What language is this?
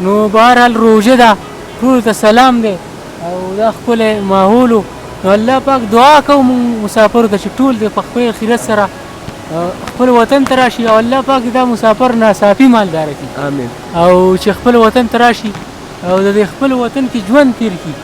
Pashto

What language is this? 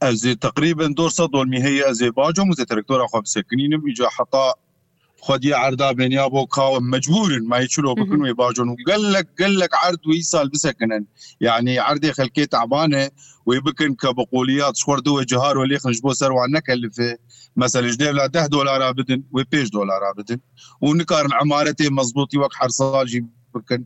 Kurdish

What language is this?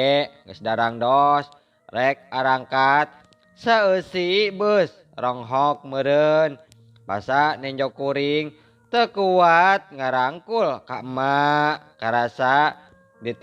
Sundanese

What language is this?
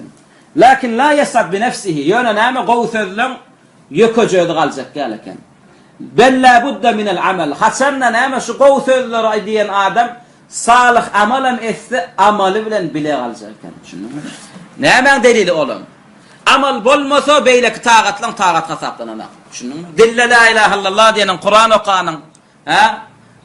Turkmen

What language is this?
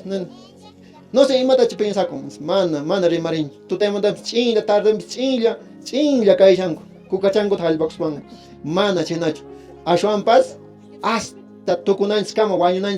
Quechua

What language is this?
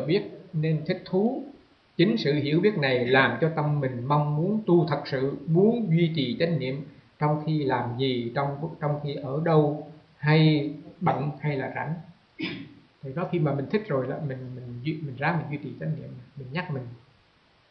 Vietnamese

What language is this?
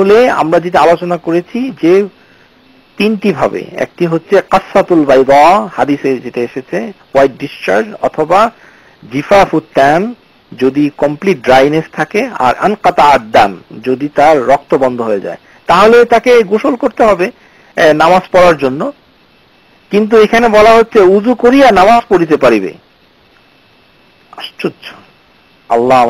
Bangla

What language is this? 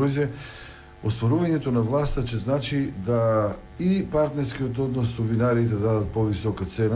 Macedonian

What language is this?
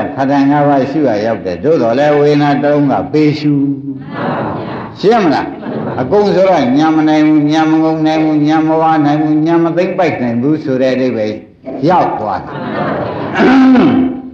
Burmese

